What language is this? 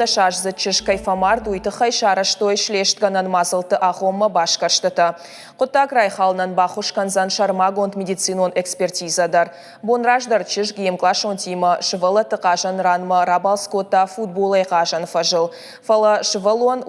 Ossetic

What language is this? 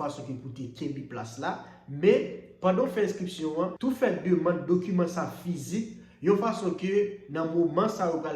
Haitian Creole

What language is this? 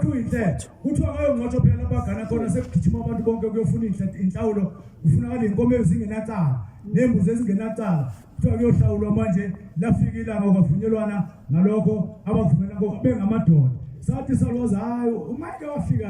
Zulu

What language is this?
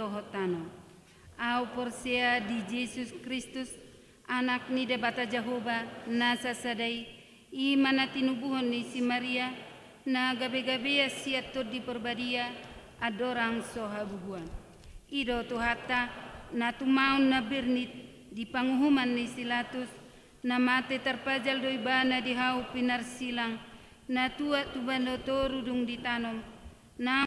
Batak Toba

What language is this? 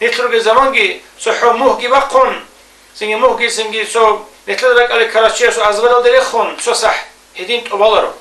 Avaric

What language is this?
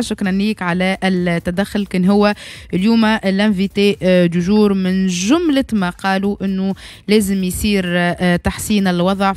Tunisian Arabic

